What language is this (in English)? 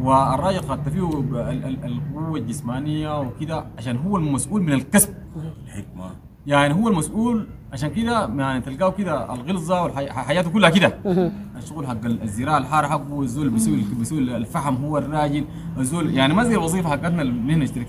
Sudanese Arabic